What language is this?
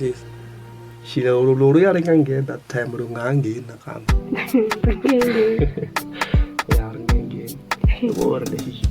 Tsonga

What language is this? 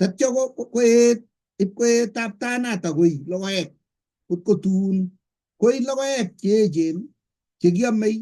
Kalenjin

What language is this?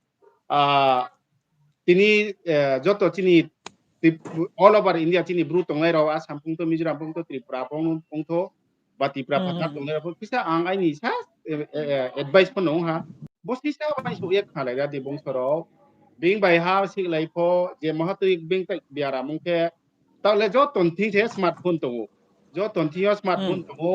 Riang (India)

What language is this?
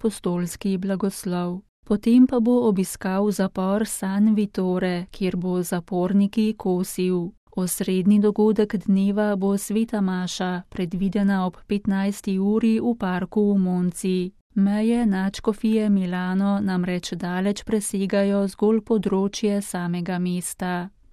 Slovenian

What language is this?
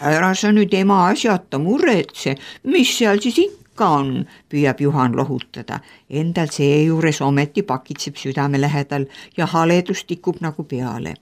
Estonian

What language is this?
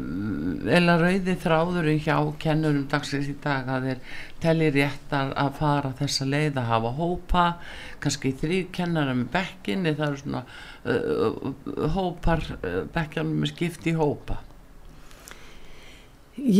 Icelandic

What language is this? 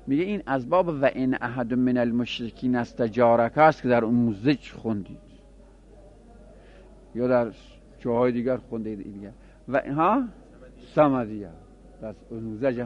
Persian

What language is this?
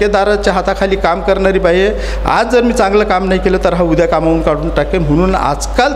Marathi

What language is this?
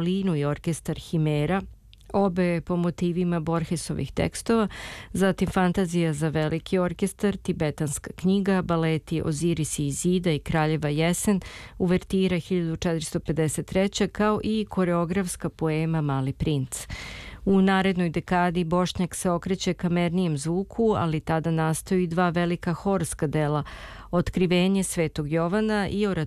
Serbian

